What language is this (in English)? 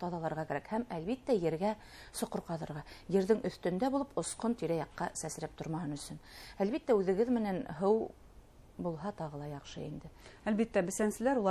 Bashkir